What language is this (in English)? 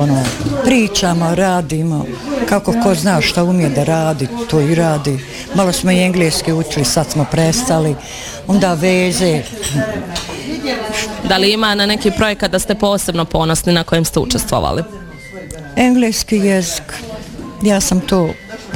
Bosnian